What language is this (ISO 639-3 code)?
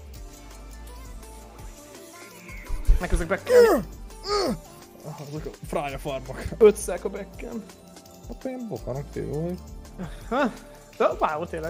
hun